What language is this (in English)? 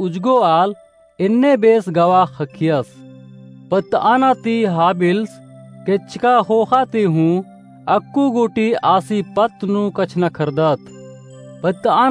Kurukh